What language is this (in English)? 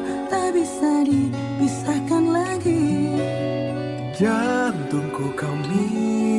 Indonesian